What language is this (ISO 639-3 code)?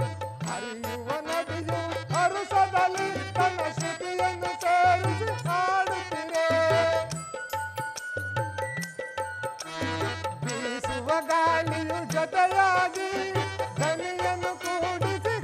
kan